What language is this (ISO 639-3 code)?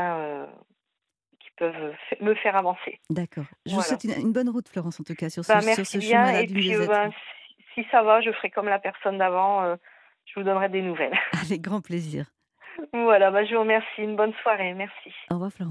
fra